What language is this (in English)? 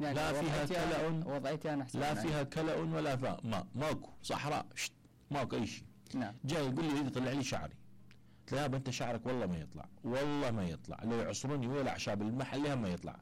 Mesopotamian Arabic